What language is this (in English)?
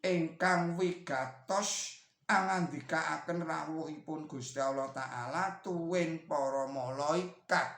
Javanese